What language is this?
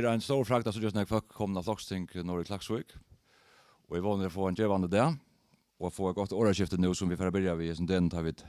Faroese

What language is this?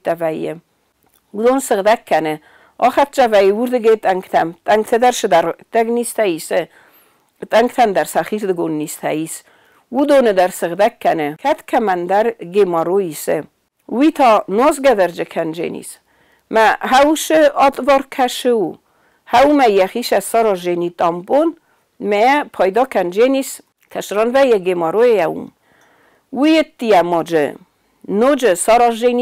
Ossetic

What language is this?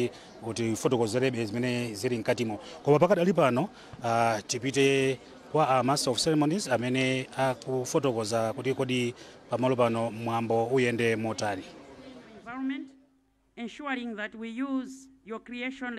Nyanja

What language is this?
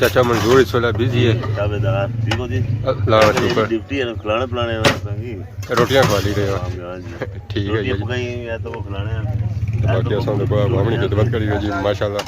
Pahari-Potwari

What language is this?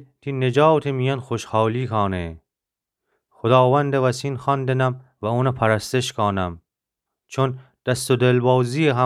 Gilaki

